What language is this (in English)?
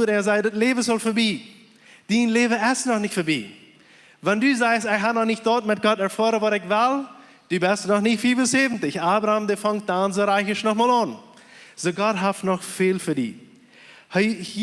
Plautdietsch